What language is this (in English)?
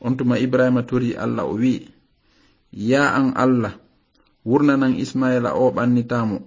Fula